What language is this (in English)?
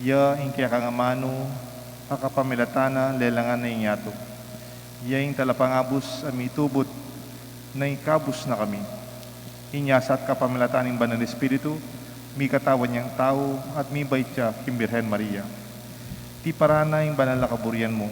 Pampanga